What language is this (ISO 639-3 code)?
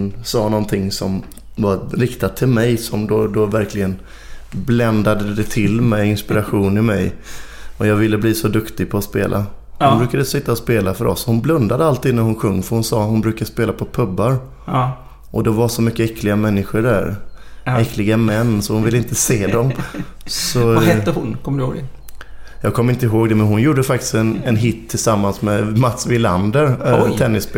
swe